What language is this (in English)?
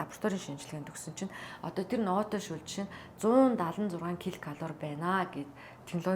Mongolian